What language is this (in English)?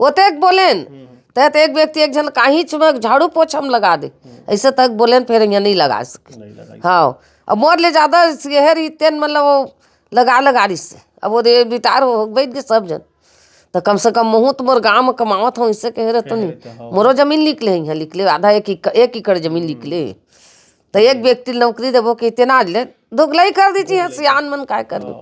Chhattisgarhi